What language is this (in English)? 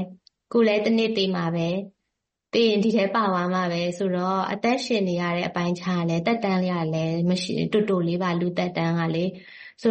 Burmese